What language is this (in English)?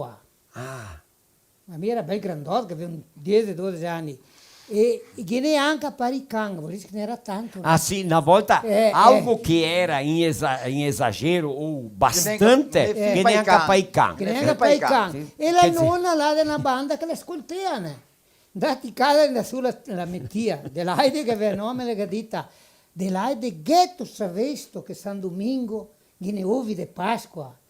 Venetian